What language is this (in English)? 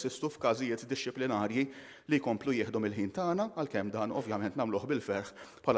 Maltese